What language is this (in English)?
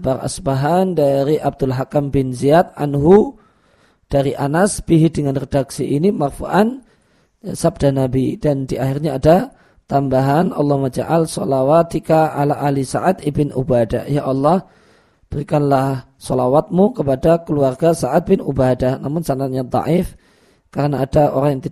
Indonesian